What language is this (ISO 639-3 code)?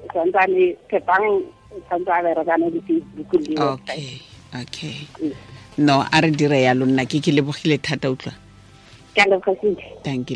tsn